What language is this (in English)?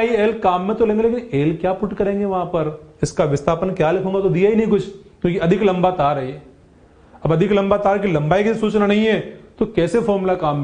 Hindi